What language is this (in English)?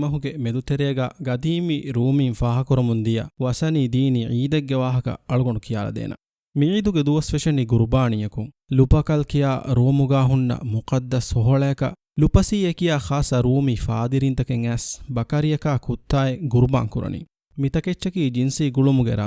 Divehi